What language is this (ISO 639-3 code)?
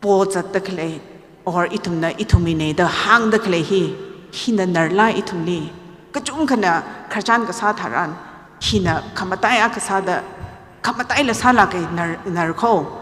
nmf